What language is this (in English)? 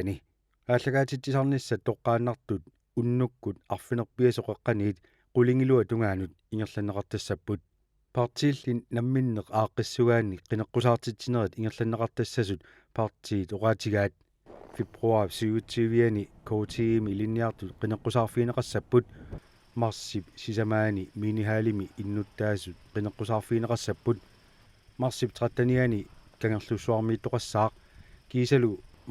Kalaallisut